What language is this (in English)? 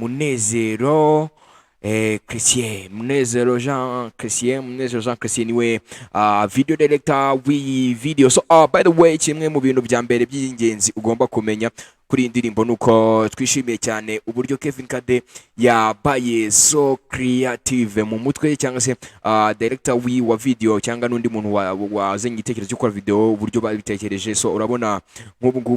Kinyarwanda